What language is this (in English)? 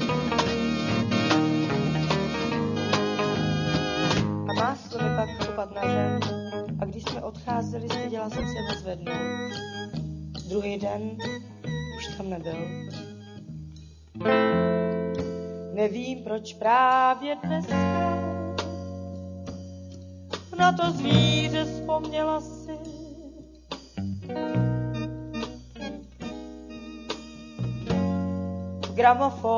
Czech